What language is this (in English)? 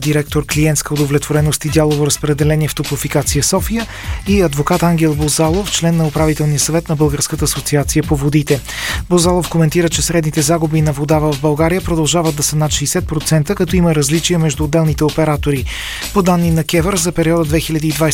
Bulgarian